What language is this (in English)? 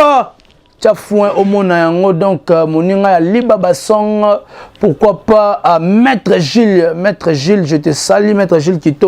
Lingala